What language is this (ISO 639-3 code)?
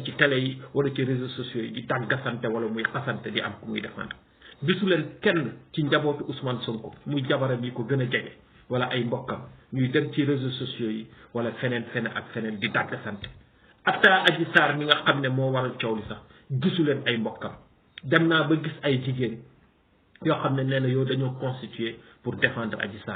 wol